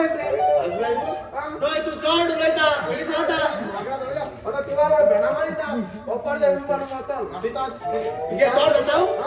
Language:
Konkani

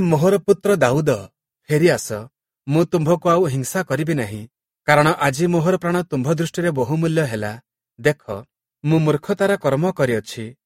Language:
Odia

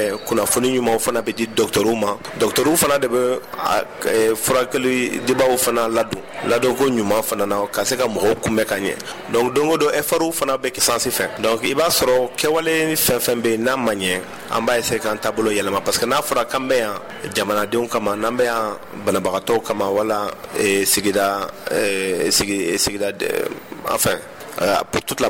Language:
Bambara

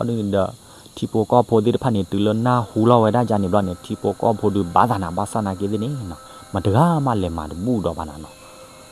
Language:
S'gaw Karen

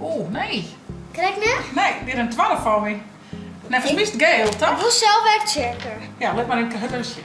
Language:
Western Frisian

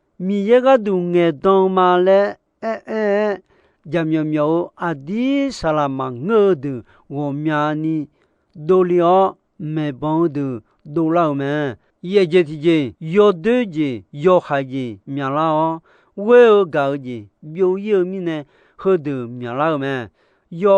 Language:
Akha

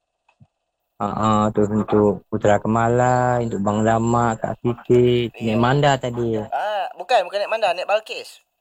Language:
Malay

